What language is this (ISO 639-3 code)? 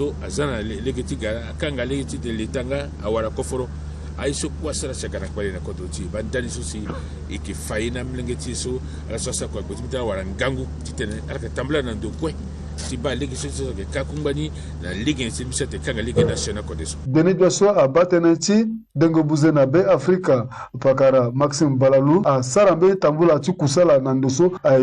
sag